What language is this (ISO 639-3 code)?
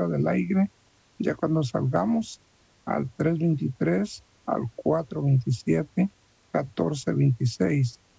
spa